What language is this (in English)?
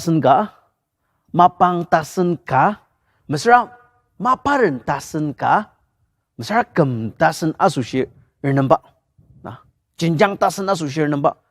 Ao Naga